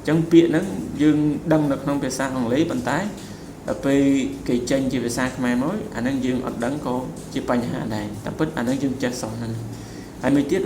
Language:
Khmer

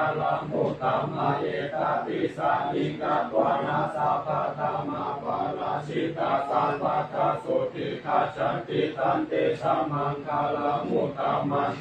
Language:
Pali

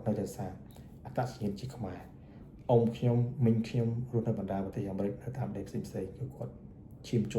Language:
Khmer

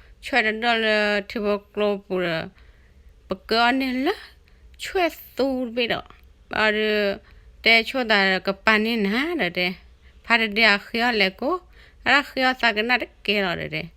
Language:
S'gaw Karen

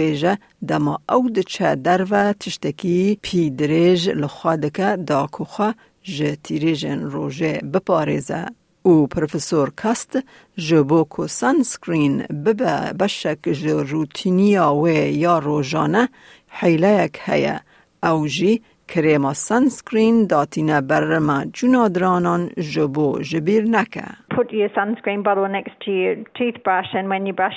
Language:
Kurdish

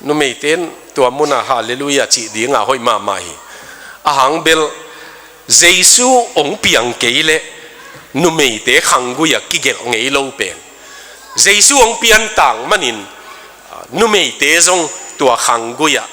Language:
Tedim Chin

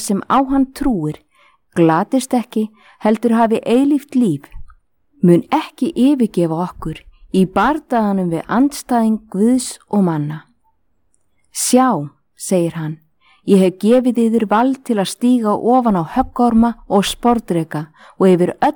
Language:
Icelandic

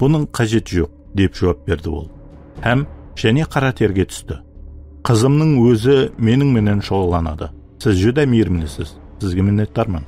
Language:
Kara-Kalpak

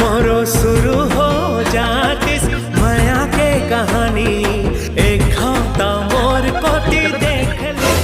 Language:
Chhattisgarhi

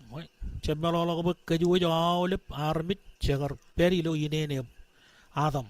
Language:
Marshallese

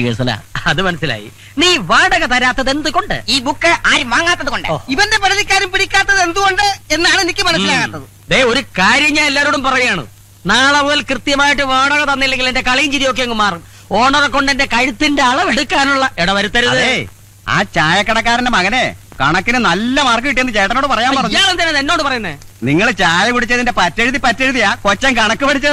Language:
Malayalam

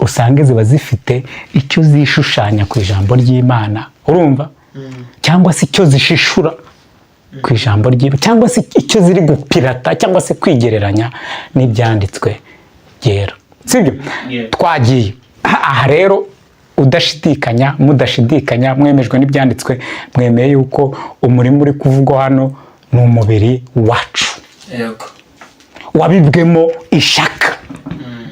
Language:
Kinyarwanda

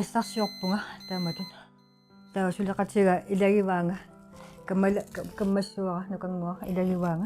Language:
Kalaallisut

